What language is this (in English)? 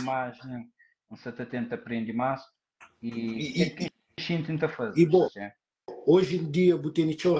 Kabuverdianu